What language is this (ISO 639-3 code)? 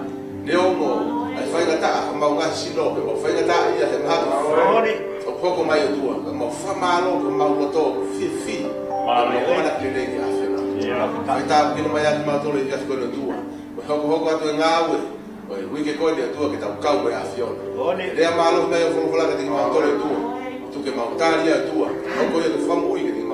ton